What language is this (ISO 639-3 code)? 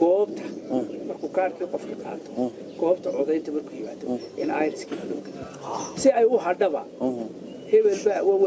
som